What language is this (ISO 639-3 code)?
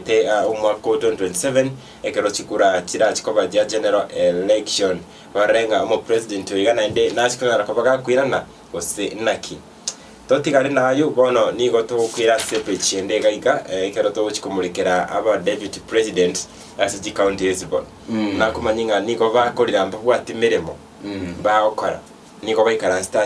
guz